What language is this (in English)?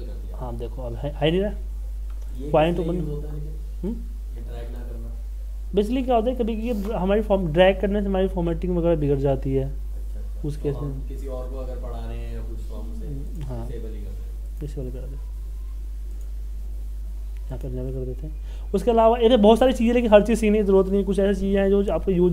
Hindi